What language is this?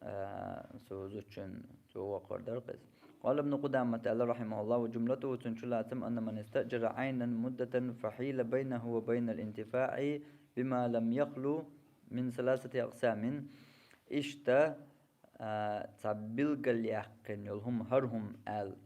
Chechen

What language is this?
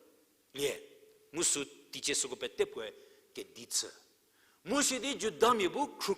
Angami Naga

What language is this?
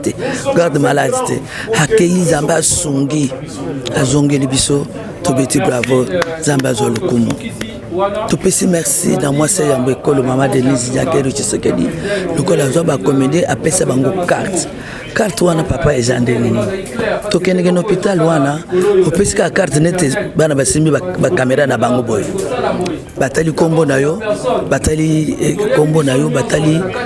Lingala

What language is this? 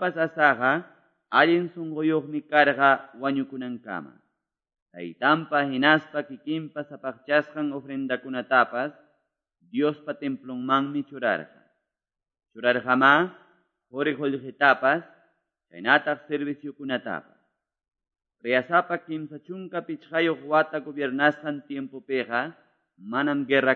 Quechua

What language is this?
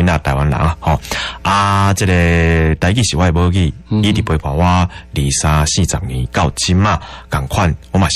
Min Nan Chinese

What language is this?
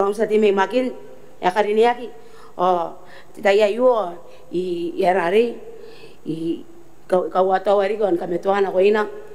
Gilbertese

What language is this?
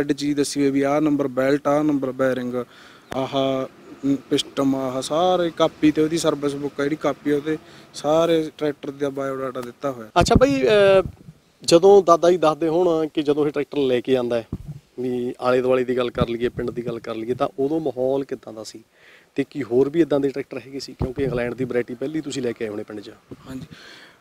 Punjabi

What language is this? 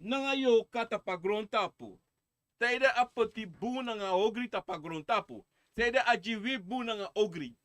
Sranan Tongo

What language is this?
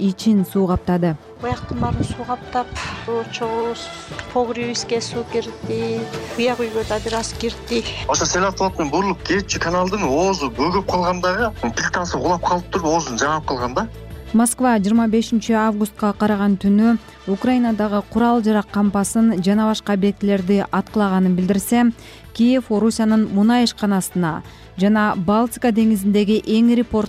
Kyrgyz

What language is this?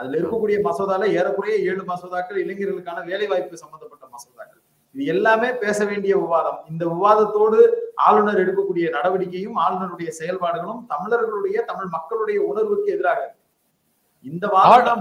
Tamil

